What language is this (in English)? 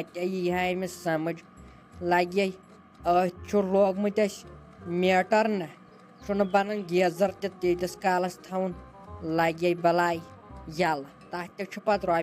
Kashmiri